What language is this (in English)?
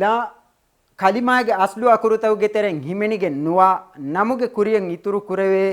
Divehi